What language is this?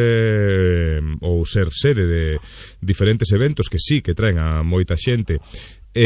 Galician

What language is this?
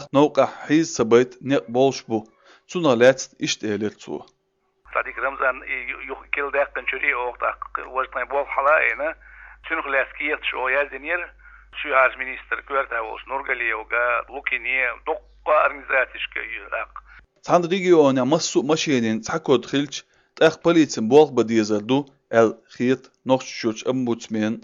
Chechen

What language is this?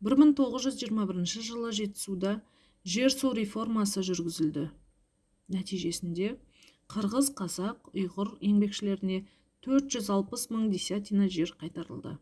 Kazakh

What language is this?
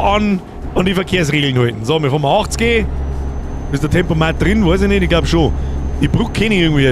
Bavarian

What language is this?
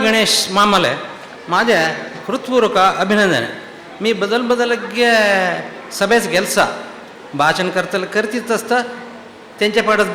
Konkani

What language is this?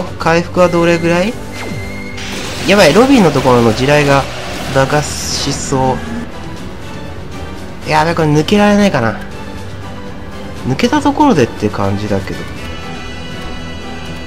Japanese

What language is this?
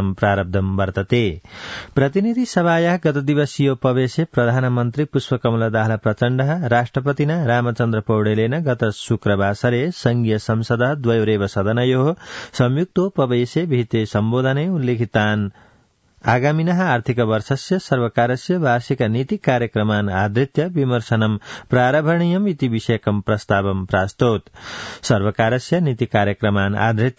Sanskrit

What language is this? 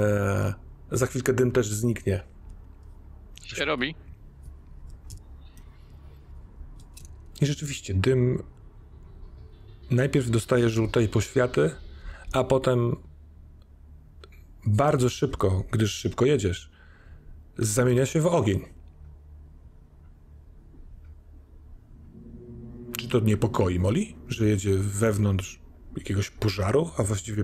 Polish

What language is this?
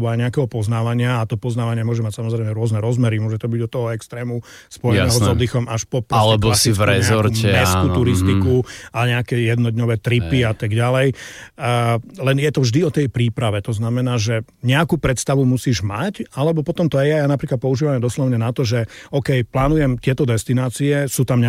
Slovak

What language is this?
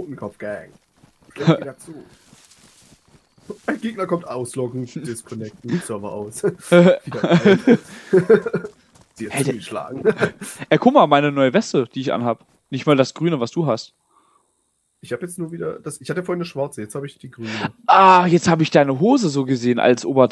German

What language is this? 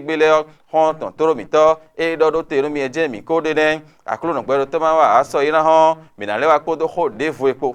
Fon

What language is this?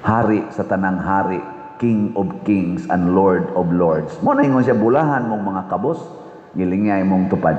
Cebuano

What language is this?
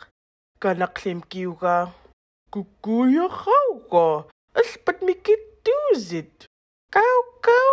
Central Yupik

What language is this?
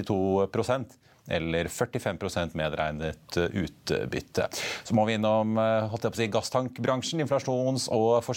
Norwegian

